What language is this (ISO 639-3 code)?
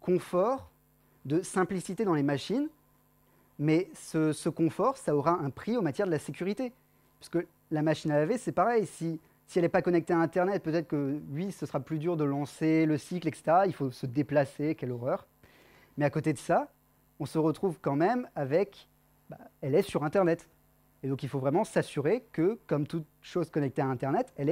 fra